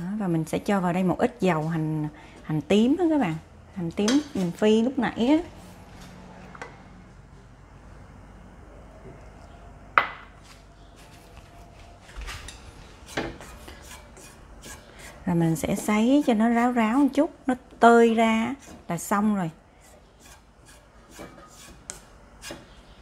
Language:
Vietnamese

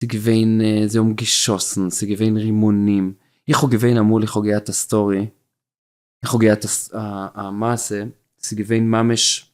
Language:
Yiddish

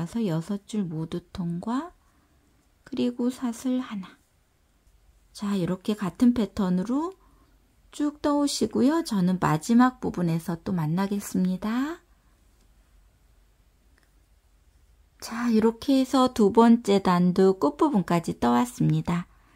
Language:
Korean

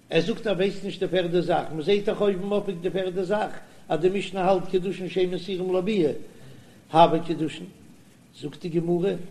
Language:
Yiddish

